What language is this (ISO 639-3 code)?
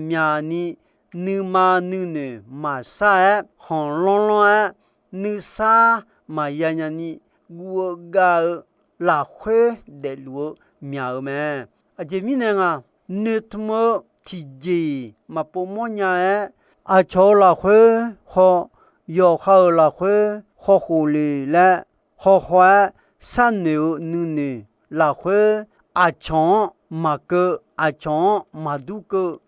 ahk